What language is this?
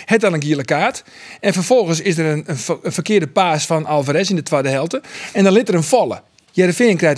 Western Frisian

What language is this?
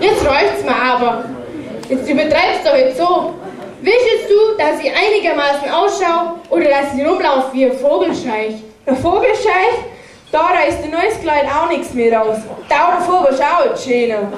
Bavarian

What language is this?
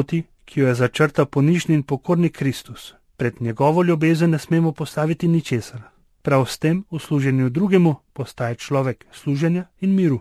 Slovenian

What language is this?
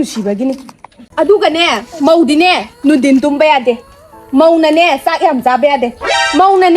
Manipuri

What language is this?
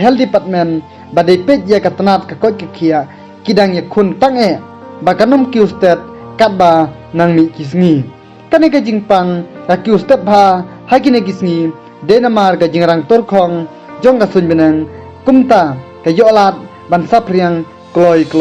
Khasi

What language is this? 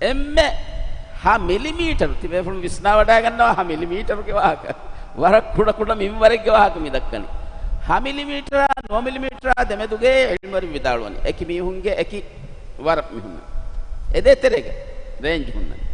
Divehi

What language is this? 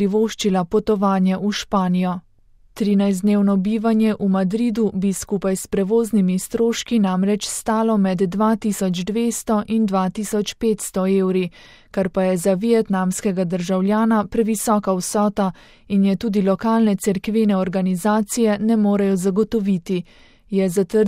Slovenian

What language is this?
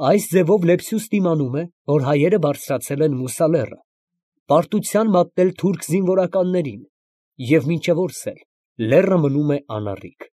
Armenian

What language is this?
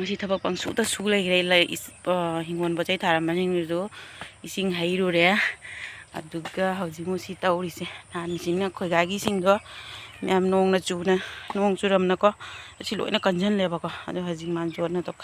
Manipuri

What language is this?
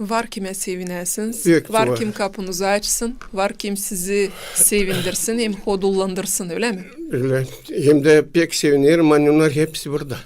Gagauz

